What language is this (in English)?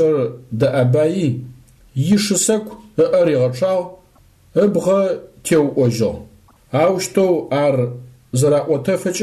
Adyghe